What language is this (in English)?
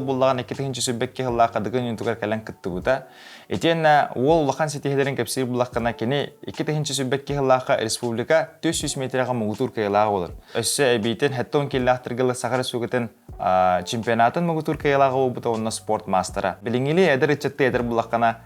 Yakut